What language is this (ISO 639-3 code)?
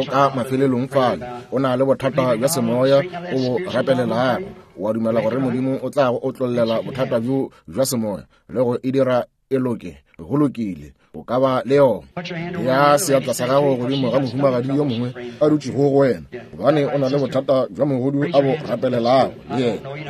nso